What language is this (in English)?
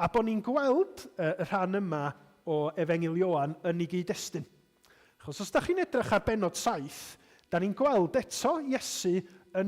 Welsh